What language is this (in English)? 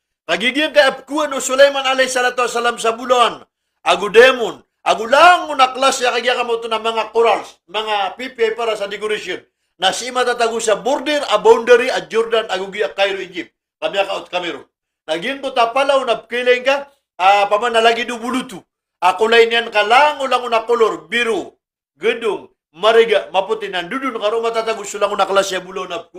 Maranao